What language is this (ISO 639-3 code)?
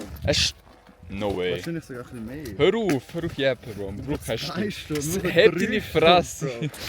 gsw